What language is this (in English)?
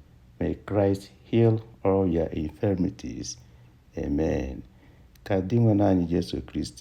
Igbo